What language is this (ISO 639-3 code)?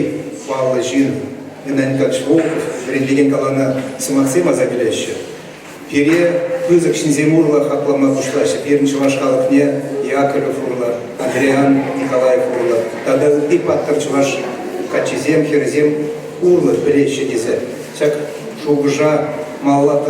chv